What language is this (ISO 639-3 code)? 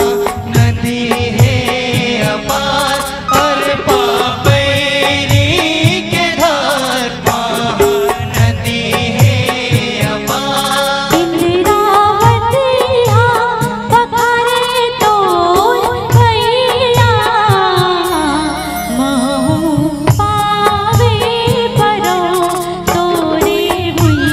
hne